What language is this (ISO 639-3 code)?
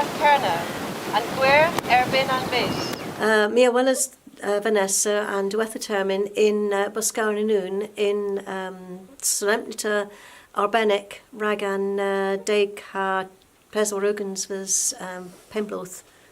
cor